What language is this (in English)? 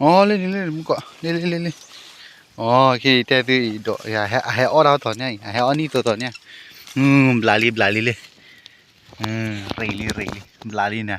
S'gaw Karen